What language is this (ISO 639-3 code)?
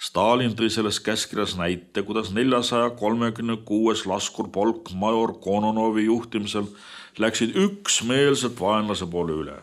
est